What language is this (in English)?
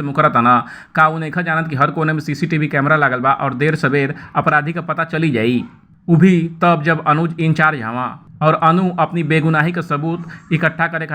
Bhojpuri